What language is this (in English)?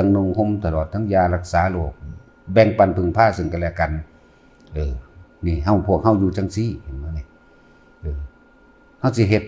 Northeastern Thai